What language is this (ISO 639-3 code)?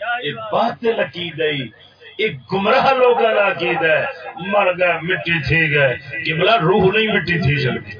skr